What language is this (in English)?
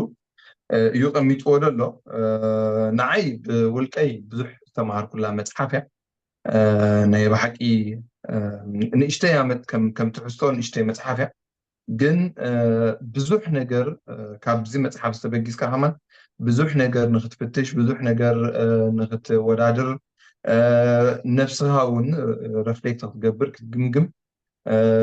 Tigrinya